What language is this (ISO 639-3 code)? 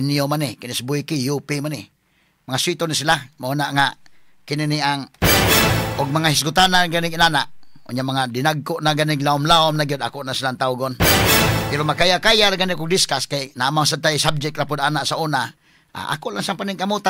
ceb